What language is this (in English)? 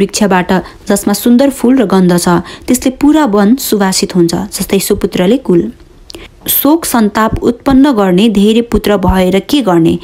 Nepali